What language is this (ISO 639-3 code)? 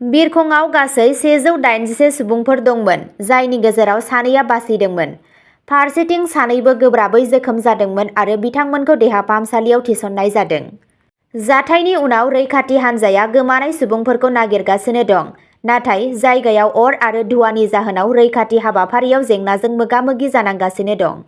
brx